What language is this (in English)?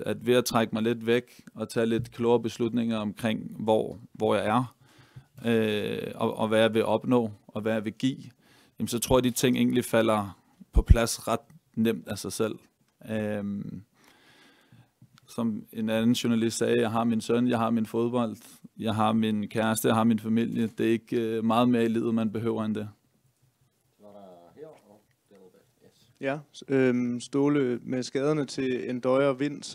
Danish